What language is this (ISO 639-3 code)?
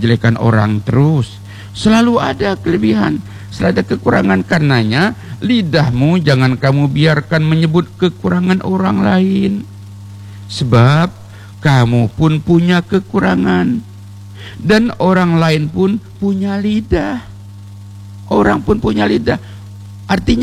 ind